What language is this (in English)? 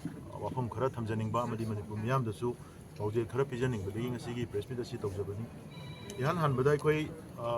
Manipuri